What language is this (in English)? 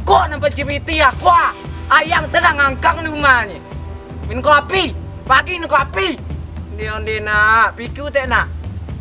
Minangkabau